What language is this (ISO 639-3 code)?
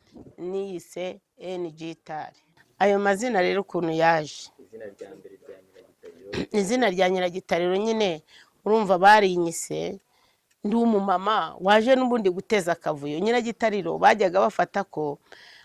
kin